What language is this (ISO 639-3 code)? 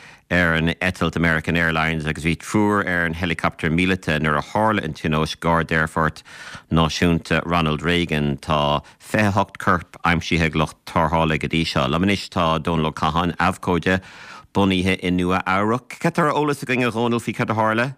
gle